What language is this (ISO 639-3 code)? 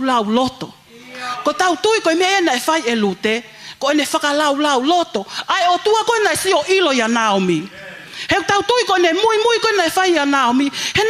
ton